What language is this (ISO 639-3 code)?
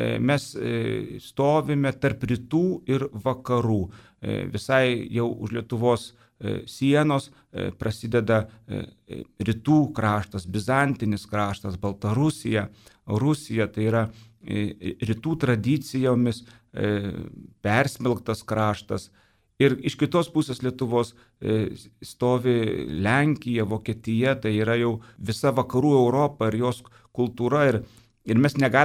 lit